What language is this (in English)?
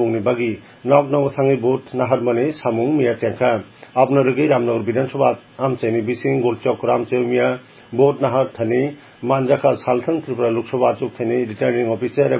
Kok Borok